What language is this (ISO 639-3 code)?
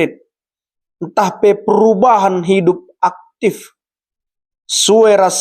btx